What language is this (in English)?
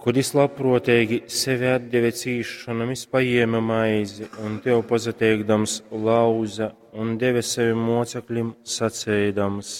Latgalian